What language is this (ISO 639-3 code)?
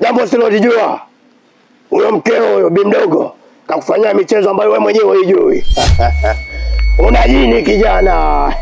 swa